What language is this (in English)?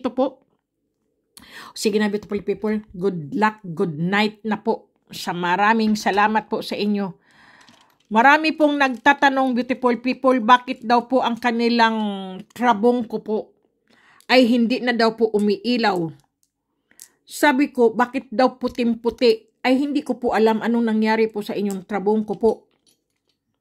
Filipino